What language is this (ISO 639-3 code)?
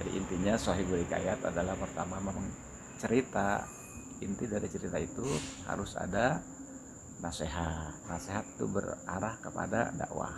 bew